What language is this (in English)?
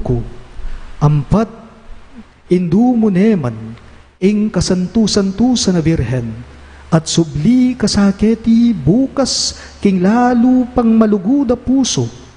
Pampanga